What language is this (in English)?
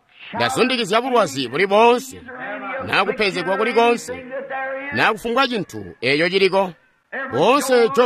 Tonga (Zambia)